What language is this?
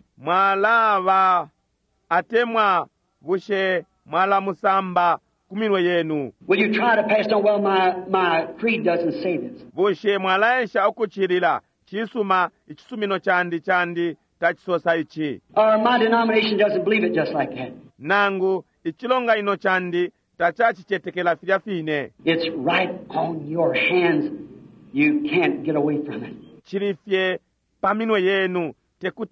Bemba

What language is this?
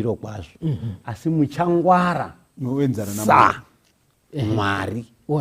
Shona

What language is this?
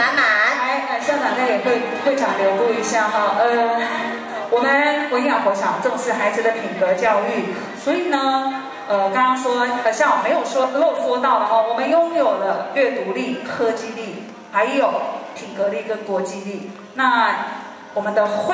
Chinese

